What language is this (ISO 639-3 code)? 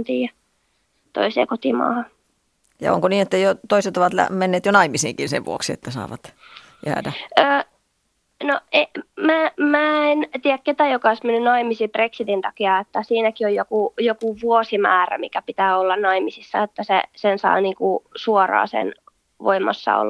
fin